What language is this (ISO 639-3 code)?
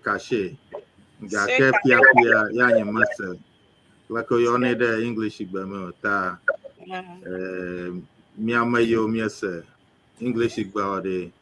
ewe